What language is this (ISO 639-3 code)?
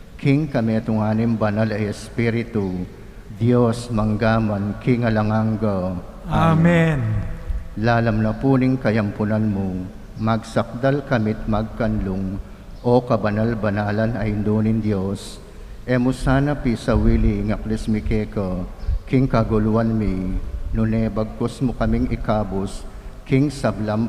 pam